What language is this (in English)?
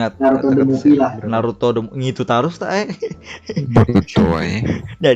Banjar